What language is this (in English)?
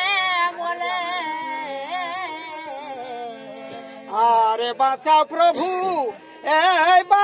Bhojpuri